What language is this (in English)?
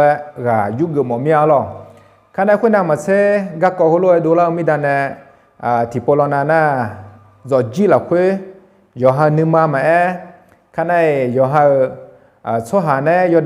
Akha